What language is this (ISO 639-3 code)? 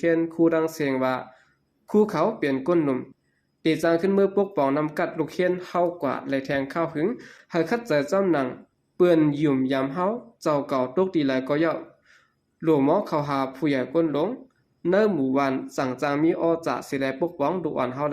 shn